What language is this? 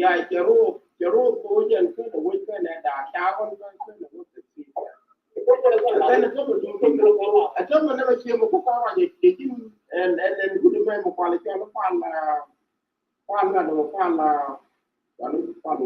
Nuer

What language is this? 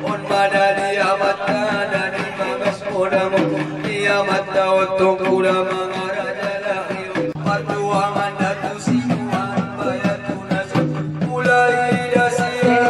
Batak Angkola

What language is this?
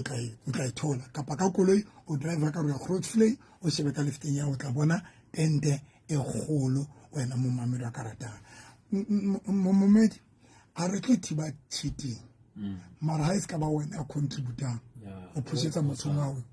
Southern Sotho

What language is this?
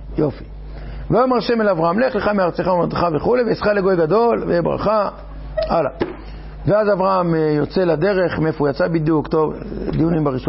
Hebrew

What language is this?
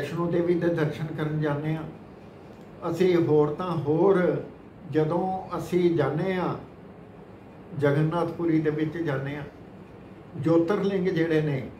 Punjabi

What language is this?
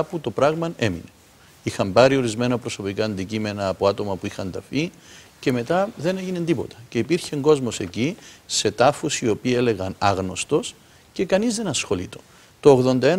Greek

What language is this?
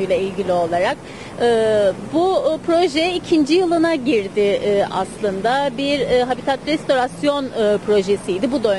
Turkish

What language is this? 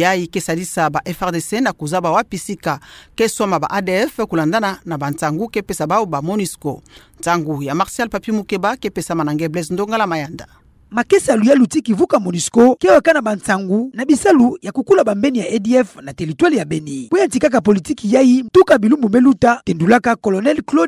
Kituba (Democratic Republic of Congo)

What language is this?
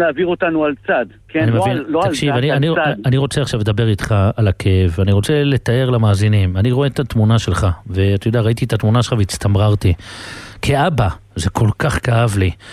Hebrew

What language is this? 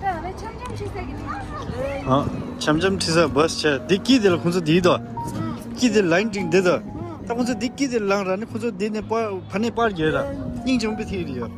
Tibetan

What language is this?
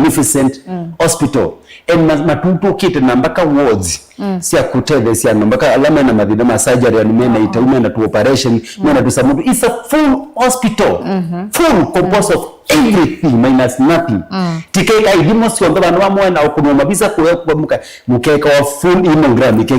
Kamba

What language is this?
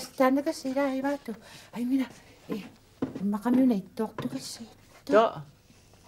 Kalaallisut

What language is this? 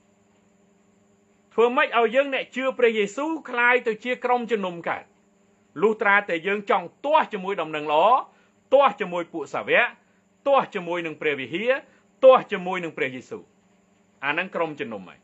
Khmer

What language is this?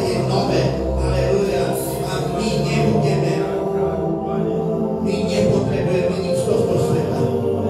Slovak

